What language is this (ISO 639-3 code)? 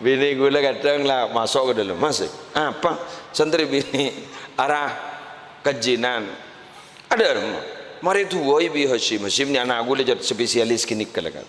mad